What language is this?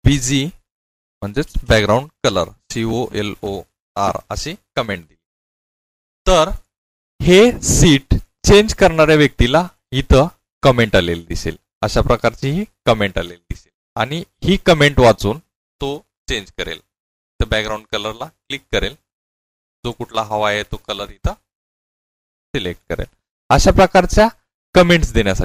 Marathi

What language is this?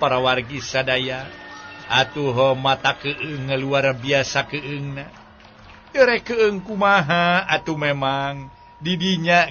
Sundanese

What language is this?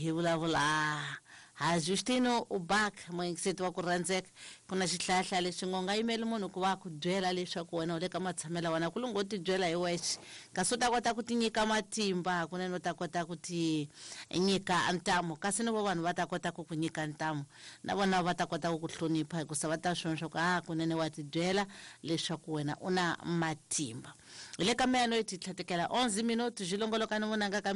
Tsonga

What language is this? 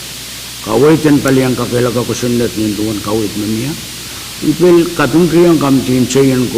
Pohnpeian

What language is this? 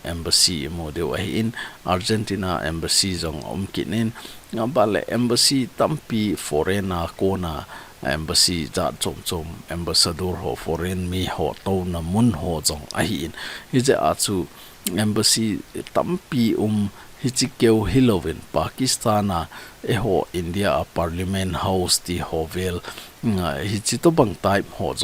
Thado Chin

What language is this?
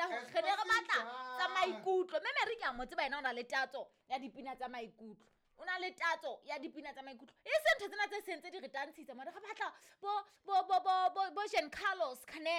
Southern Sotho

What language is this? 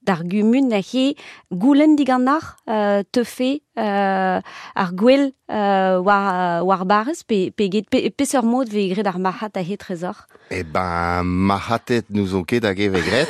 Breton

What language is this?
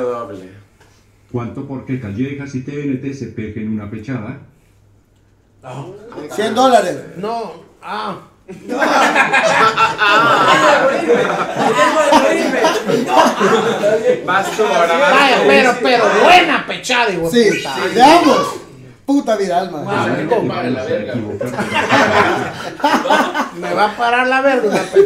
Spanish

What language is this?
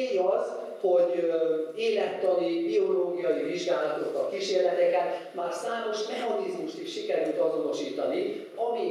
Hungarian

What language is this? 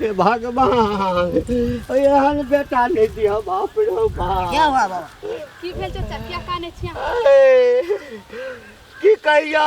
Maithili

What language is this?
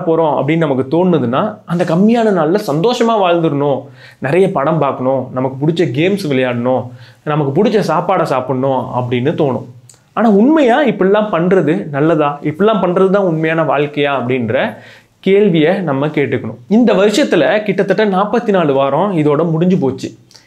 Tamil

